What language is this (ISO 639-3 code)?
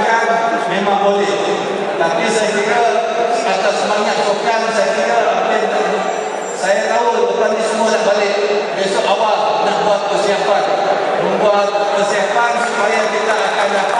msa